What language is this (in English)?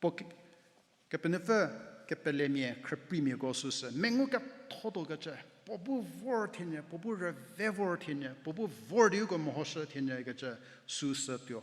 Angami Naga